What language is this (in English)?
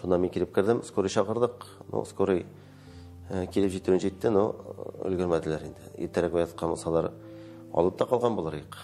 Tatar